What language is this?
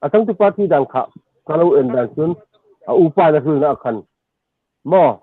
Hmar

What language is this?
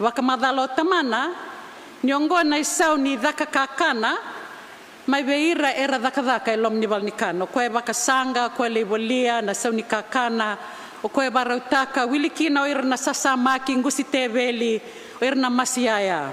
Fijian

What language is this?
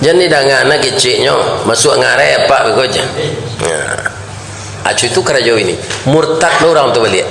Minangkabau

